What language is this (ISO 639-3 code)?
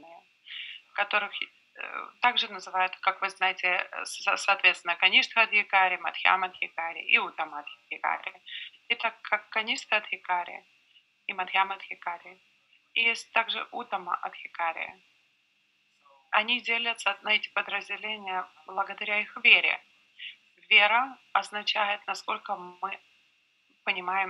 rus